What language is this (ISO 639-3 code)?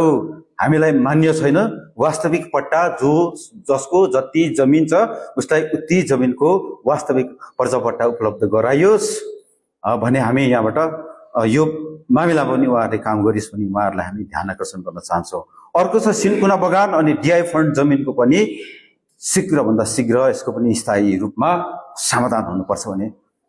nep